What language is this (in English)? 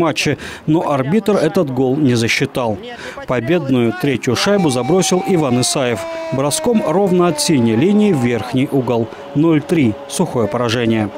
Russian